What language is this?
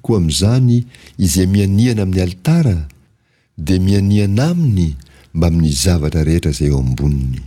Malagasy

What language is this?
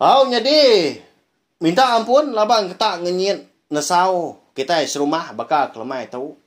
Iban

